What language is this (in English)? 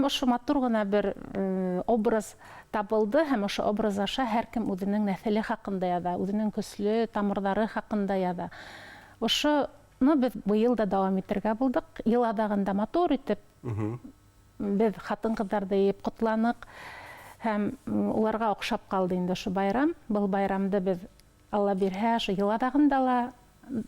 Bashkir